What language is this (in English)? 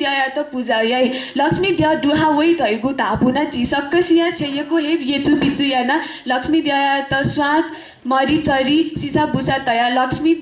Newari